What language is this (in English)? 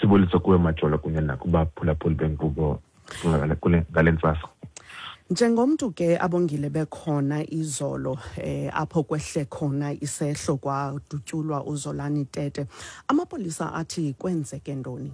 Xhosa